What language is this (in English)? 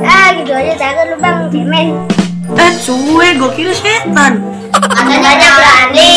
Betawi